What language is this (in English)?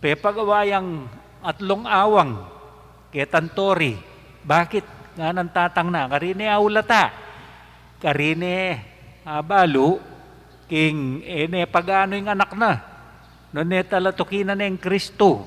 Pampanga